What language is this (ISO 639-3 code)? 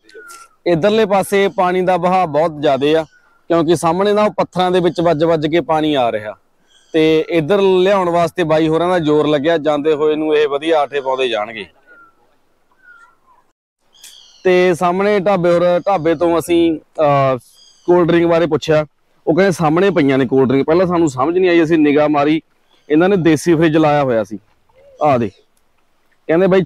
pan